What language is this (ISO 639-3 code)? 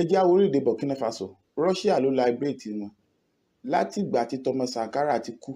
yor